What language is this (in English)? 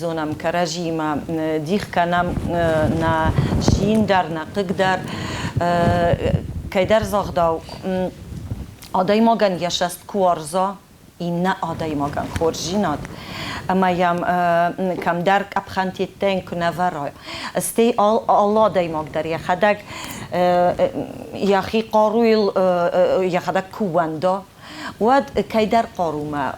Ossetic